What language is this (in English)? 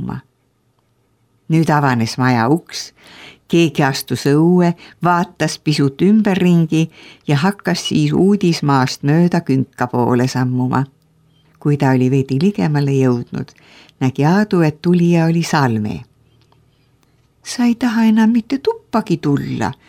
Estonian